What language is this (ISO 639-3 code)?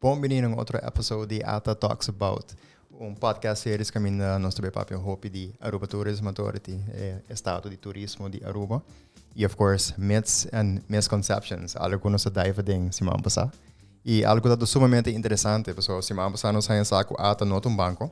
pap